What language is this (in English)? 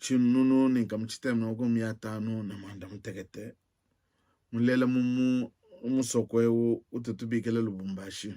Luba-Lulua